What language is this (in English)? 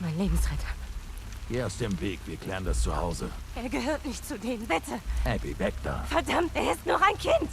Bavarian